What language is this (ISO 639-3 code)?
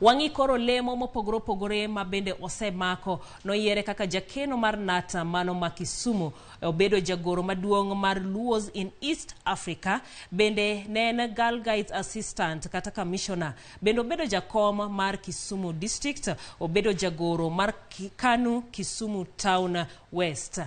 luo